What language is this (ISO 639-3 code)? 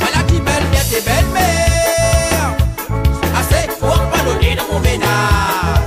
rcf